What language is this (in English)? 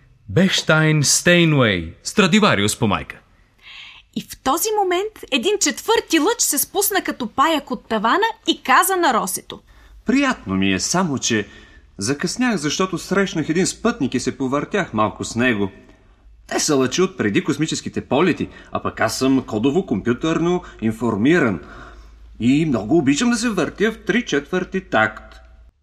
Bulgarian